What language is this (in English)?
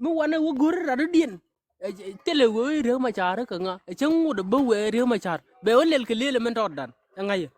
Nuer